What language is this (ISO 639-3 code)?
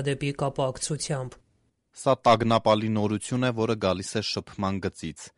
hye